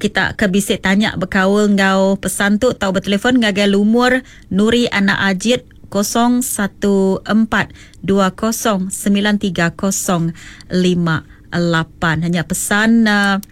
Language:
Iban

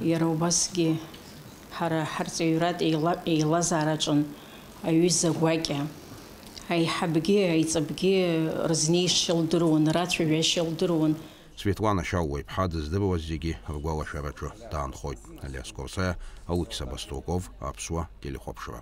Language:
Abkhazian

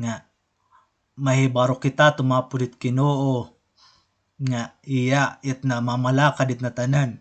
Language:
Waray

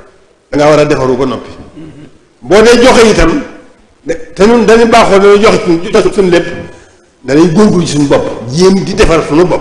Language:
Wolof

